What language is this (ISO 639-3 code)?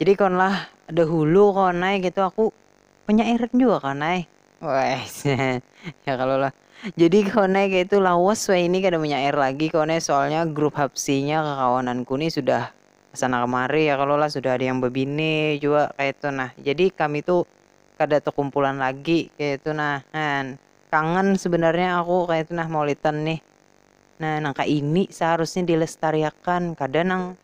bjn